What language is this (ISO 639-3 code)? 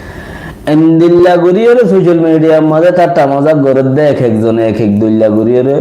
rhg